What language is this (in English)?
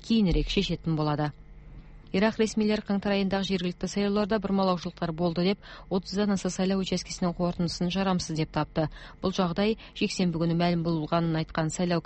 Kazakh